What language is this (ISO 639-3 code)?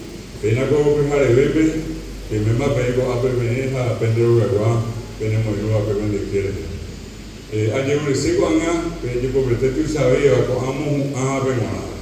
grn